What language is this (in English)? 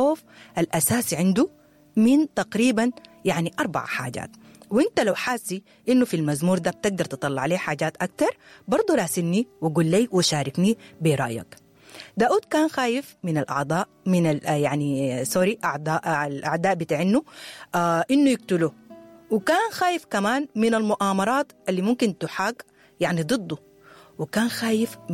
Sudanese Arabic